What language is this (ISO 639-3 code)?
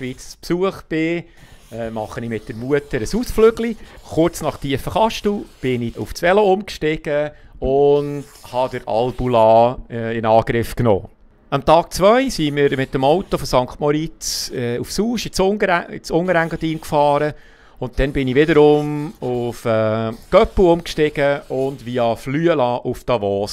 gsw